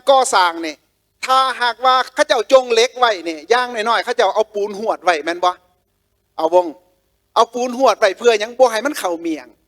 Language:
Lao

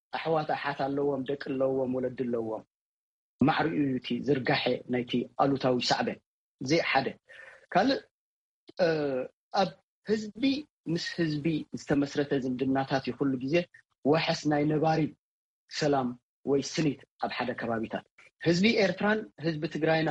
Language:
Tigrinya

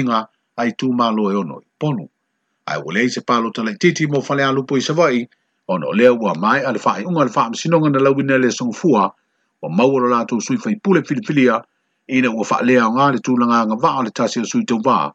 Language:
Samoan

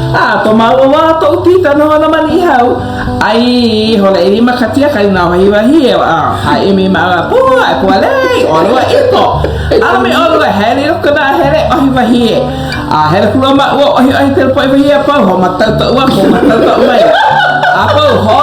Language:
Hawaiian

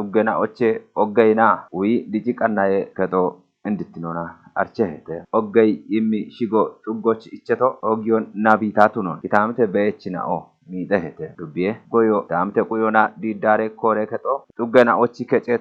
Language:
Kafa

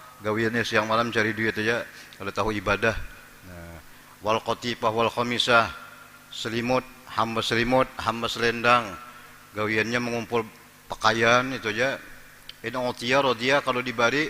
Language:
Banjar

